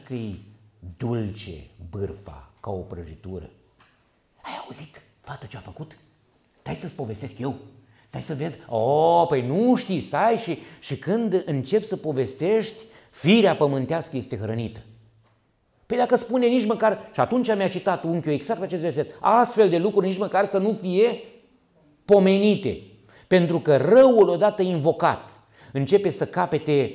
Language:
Romanian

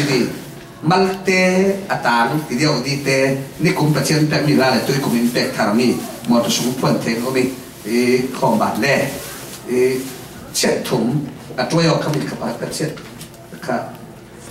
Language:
Falam Chin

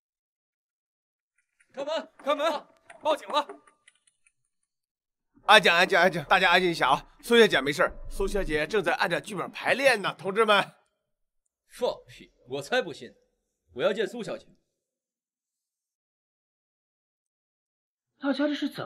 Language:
Chinese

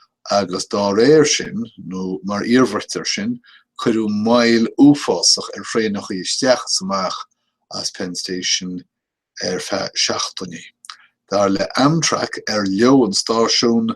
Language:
Irish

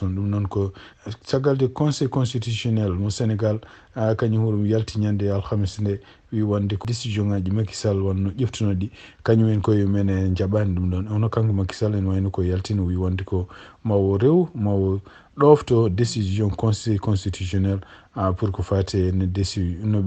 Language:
Fula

